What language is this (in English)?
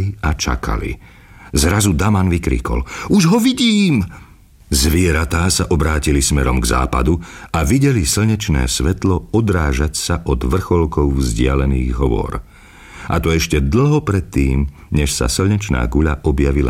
Slovak